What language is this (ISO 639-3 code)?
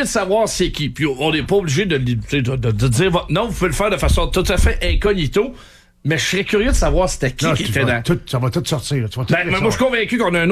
fra